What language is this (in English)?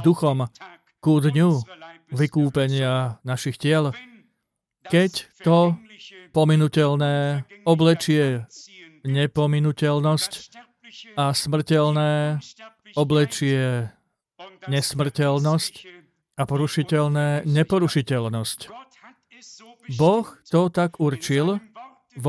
Slovak